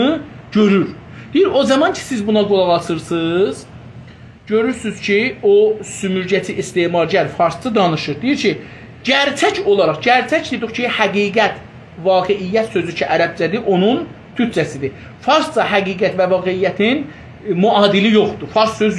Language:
South Azerbaijani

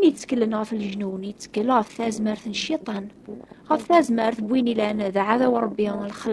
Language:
Kabyle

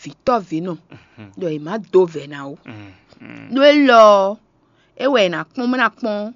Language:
Fon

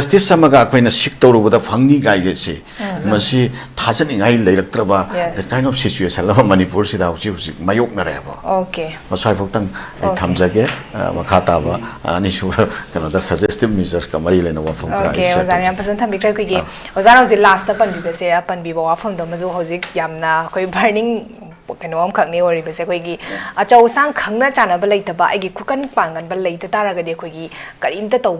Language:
Manipuri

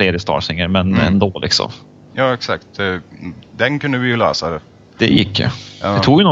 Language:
Swedish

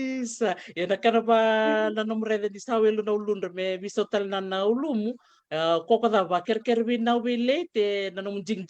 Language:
Fijian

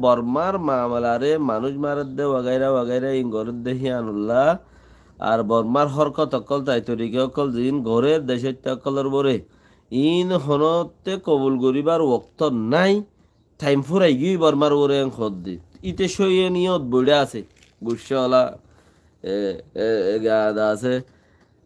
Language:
Rohingya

